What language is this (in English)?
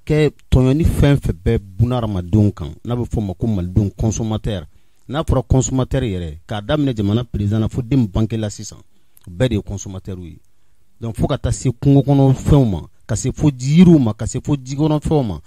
Bambara